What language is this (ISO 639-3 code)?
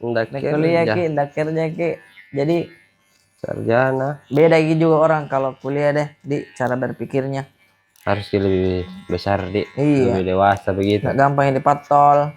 mfp